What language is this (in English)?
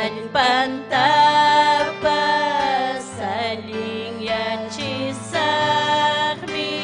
Ayacucho Quechua